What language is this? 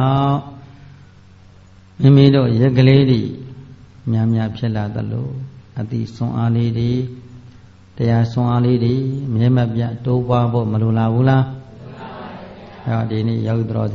Burmese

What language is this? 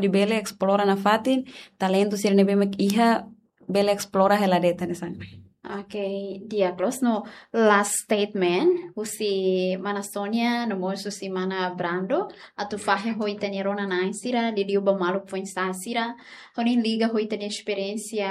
Tetum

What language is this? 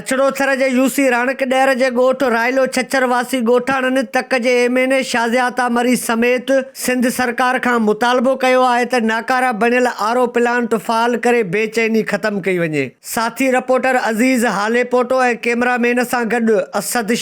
Sindhi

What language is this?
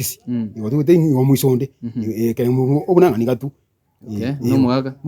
Gusii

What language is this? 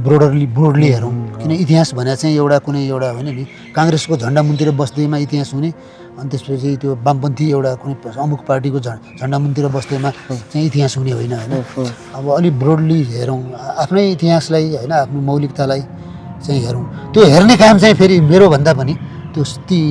Nepali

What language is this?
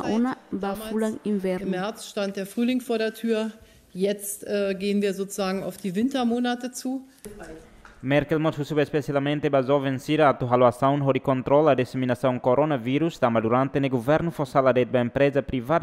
Tetum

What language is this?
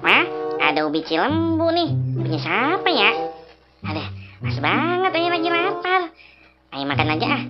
Betawi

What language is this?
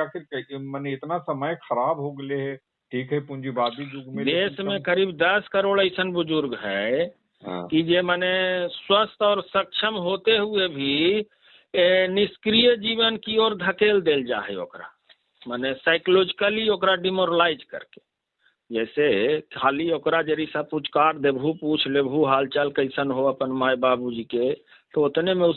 Magahi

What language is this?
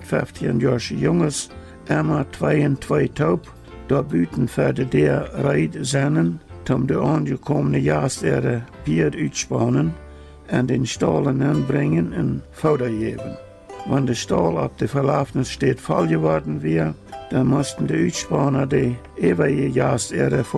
Plautdietsch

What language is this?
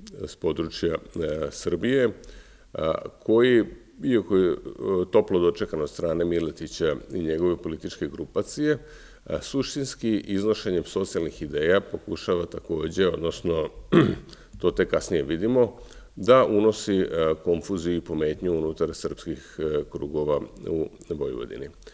Serbian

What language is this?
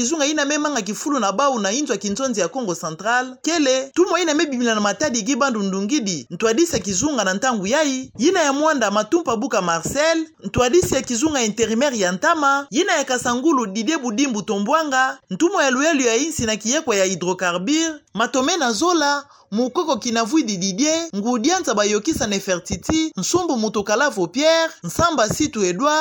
Kituba (Democratic Republic of Congo)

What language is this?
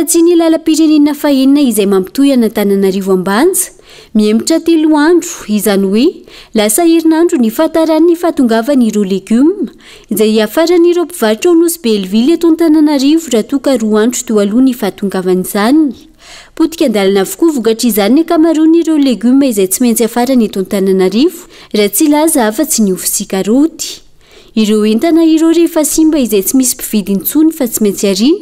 Malagasy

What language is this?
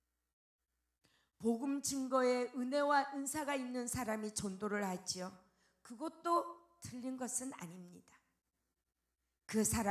Korean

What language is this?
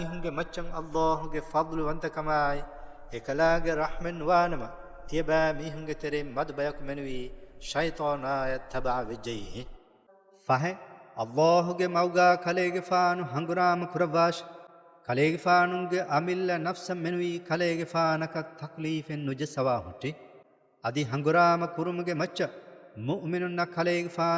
Divehi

